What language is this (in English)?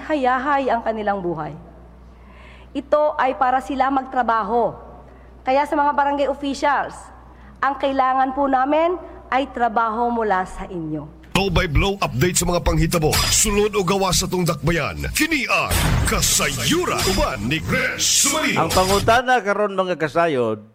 Cebuano